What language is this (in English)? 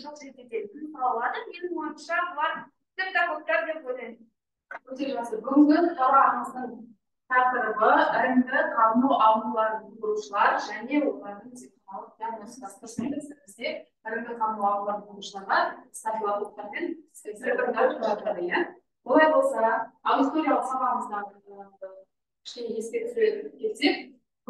Kazakh